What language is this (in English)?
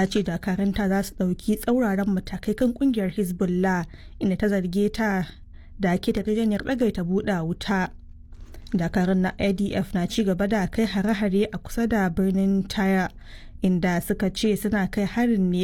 Hausa